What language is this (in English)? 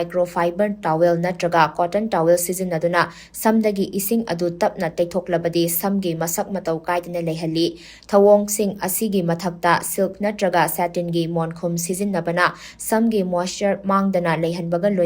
Manipuri